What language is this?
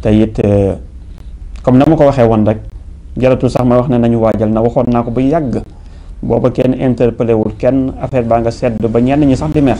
Wolof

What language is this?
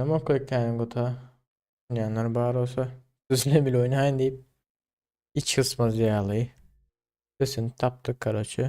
Turkmen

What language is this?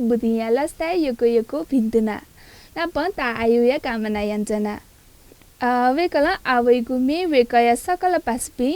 Newari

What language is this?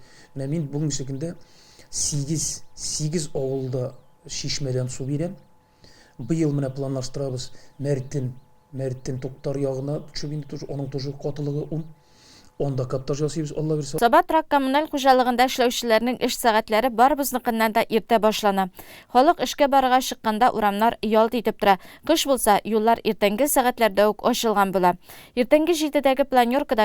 Tatar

